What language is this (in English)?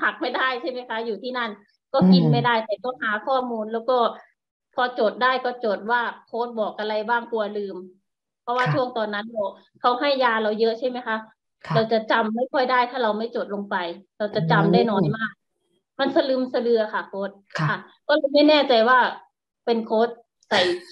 Thai